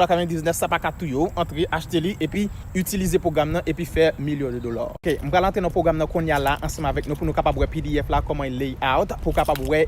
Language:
Haitian Creole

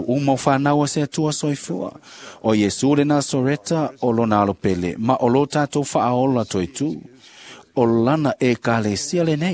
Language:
Samoan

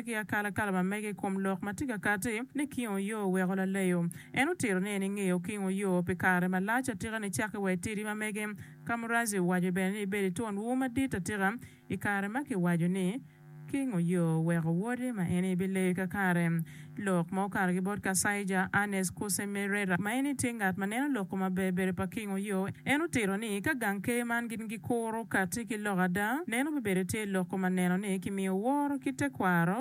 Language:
Acoli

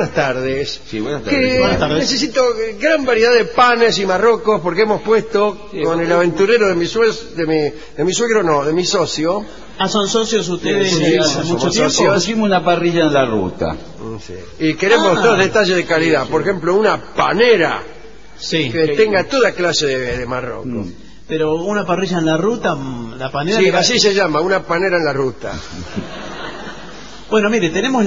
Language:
Spanish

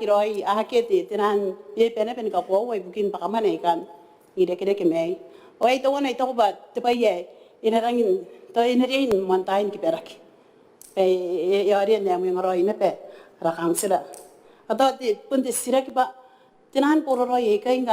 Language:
Gilbertese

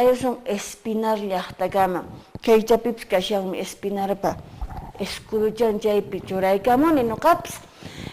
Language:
Quechua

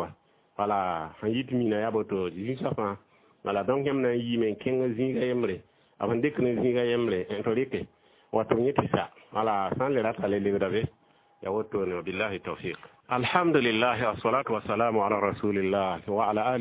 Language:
Mossi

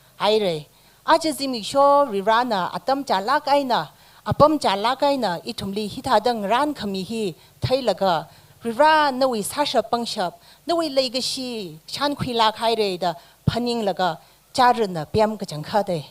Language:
Tangkhul Naga (India)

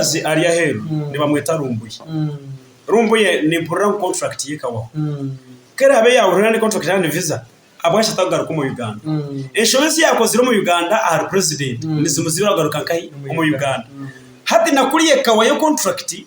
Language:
Nyankole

